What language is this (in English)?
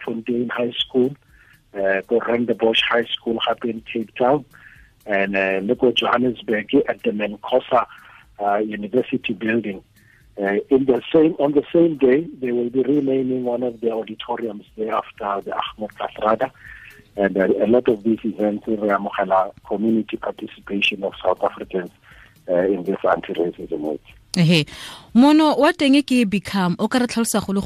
Tswana